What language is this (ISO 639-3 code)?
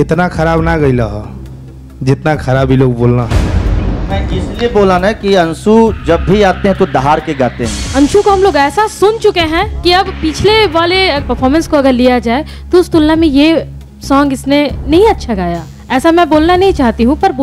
bho